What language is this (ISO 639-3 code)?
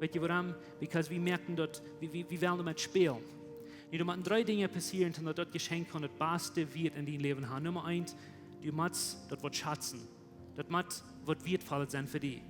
pdt